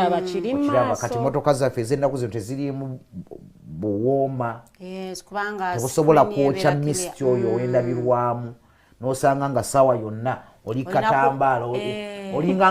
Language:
Ganda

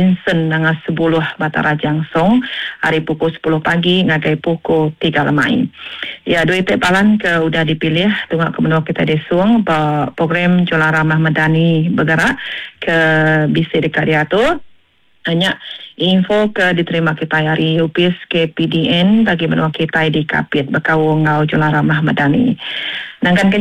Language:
Iban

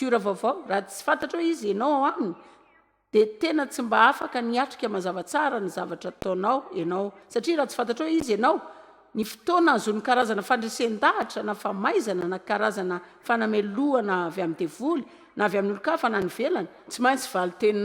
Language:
Malagasy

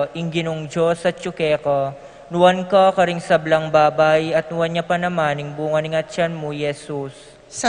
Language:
Pampanga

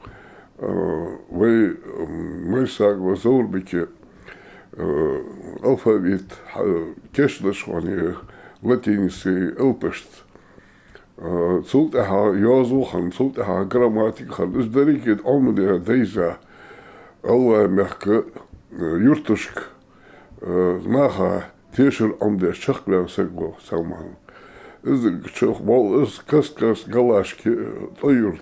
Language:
Ingush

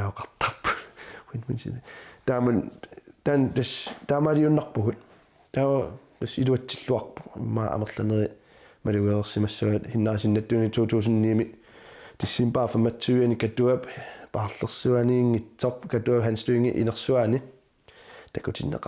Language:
Kalaallisut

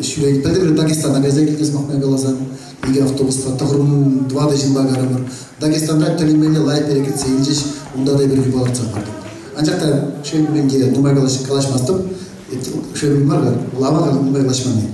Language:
Chuvash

